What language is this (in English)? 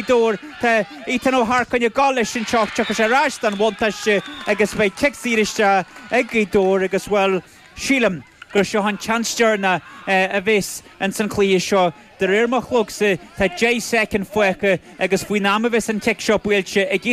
Irish